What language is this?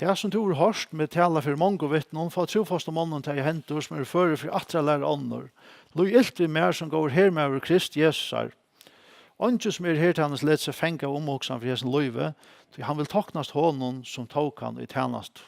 Faroese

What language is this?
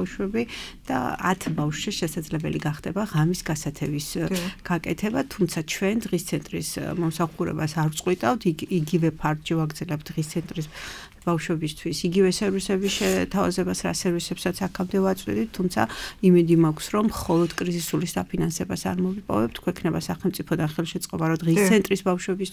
Georgian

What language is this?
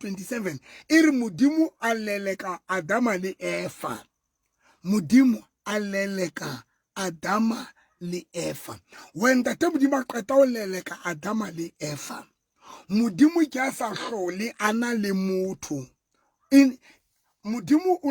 Southern Sotho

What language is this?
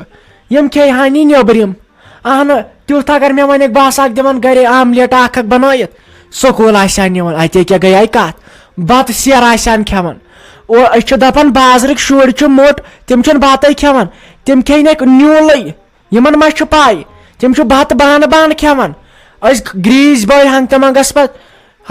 Kashmiri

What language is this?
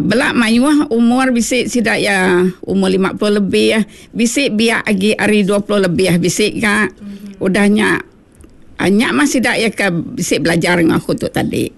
Iban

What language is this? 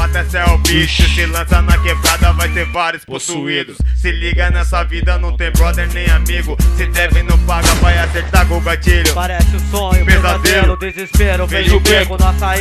Portuguese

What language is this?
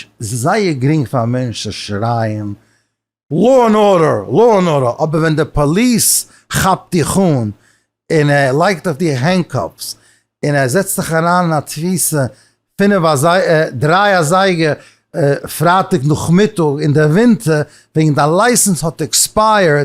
Yiddish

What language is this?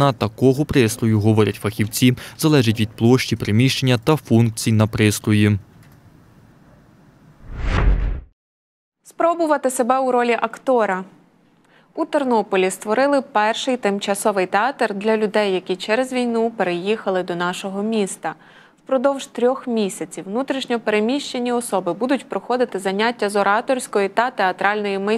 Ukrainian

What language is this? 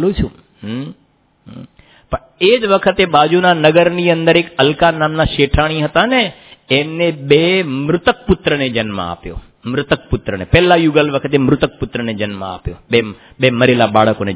Gujarati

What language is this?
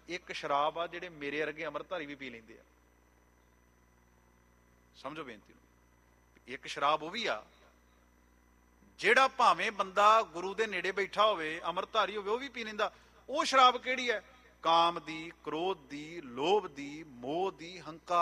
Punjabi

